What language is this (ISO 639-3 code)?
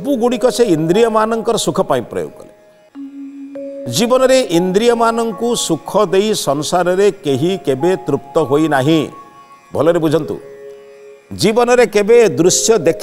ori